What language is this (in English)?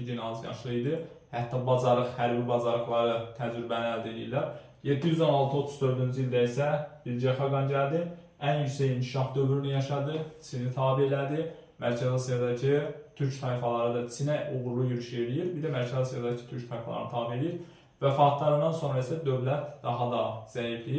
Azerbaijani